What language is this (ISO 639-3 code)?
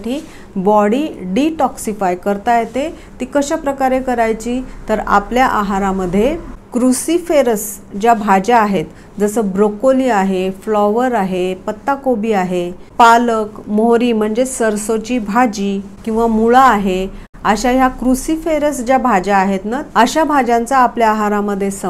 mar